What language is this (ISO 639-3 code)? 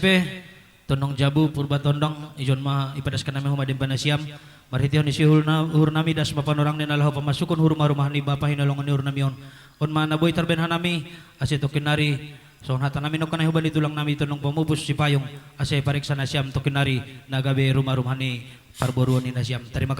bts